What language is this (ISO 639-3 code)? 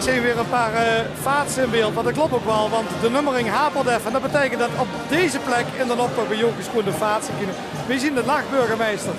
lim